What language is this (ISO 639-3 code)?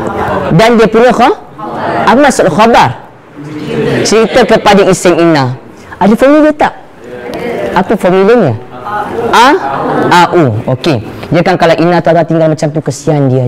msa